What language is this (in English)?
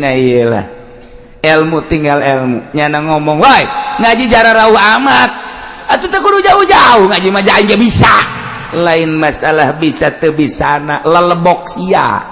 Sundanese